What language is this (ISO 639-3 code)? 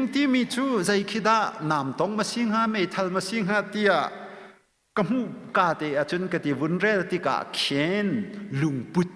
cnh